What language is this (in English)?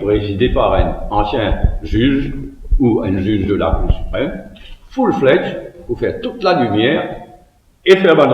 Morisyen